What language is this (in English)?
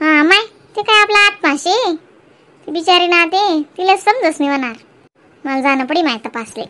Khandesi